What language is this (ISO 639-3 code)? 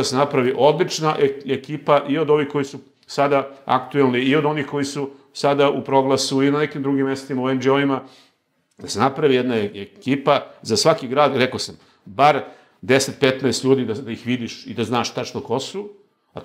srp